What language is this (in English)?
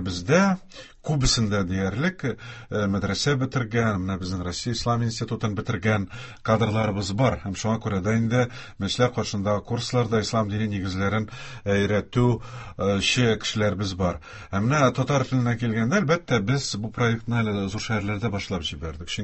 Tatar